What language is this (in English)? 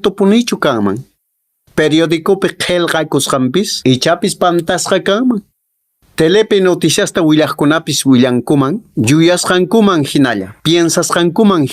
Quechua